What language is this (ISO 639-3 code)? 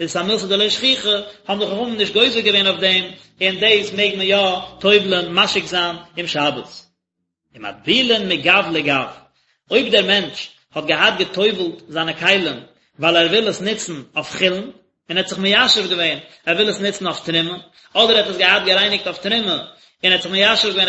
yid